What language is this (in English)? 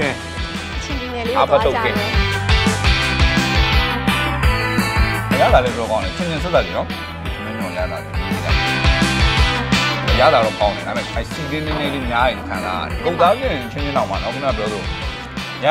Burmese